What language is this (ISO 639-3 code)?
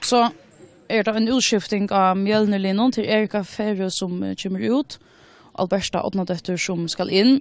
fao